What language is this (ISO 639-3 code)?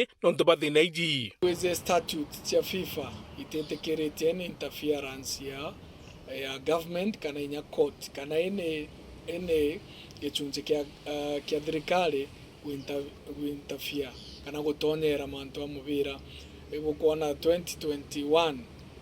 mer